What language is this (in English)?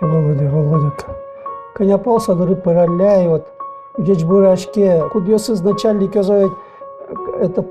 Udmurt